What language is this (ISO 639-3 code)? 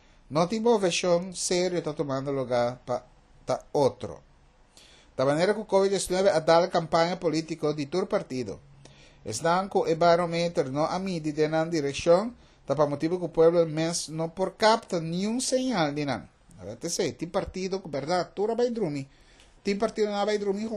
pap